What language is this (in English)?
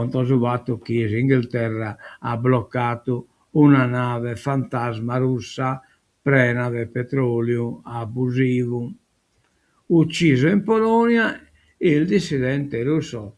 Sardinian